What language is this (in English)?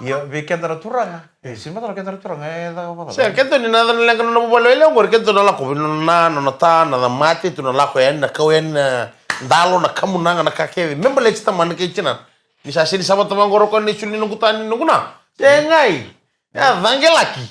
Fijian